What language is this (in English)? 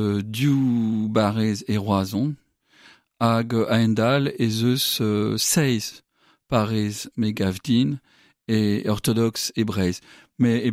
Breton